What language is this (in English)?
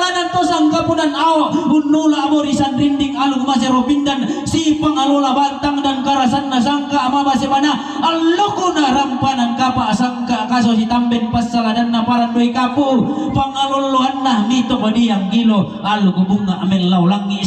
Toraja-Sa'dan